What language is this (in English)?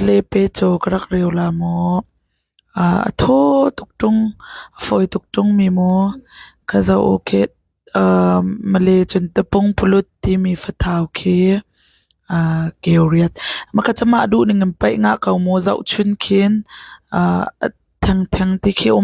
Hakha Chin